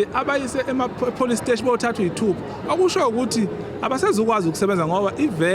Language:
Zulu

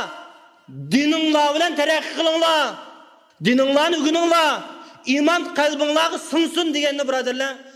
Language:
Uyghur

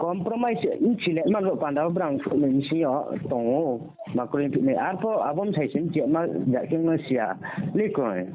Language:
Riang (India)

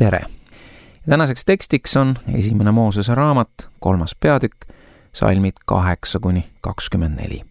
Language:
Estonian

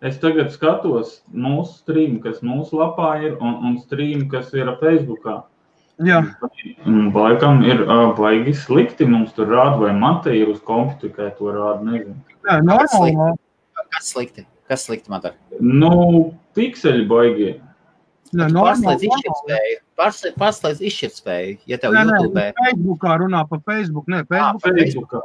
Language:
Latvian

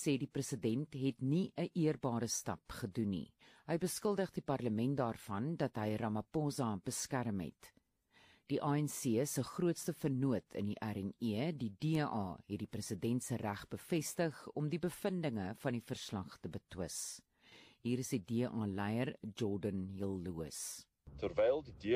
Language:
Afrikaans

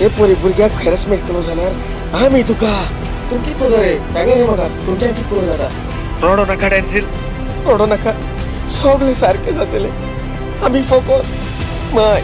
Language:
Konkani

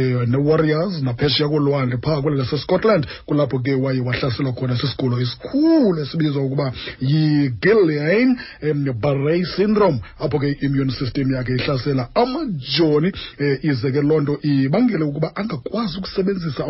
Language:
Xhosa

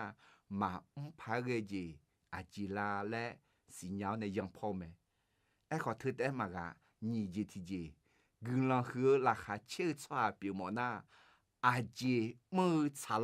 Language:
Akha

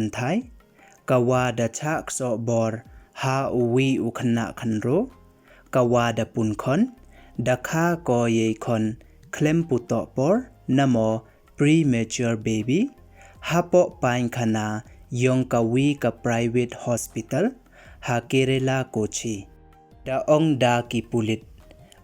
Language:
Pnar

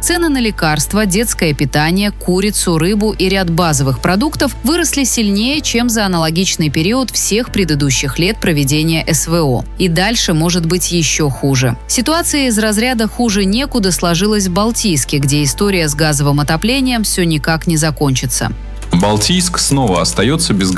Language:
Russian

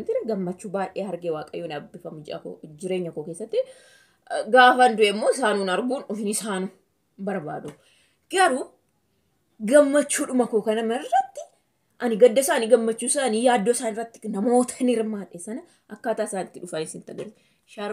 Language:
Oromo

